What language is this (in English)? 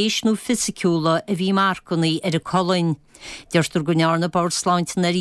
Irish